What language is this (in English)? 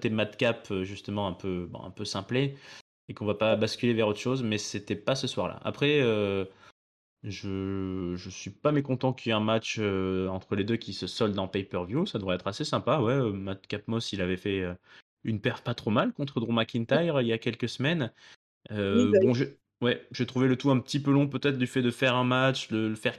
French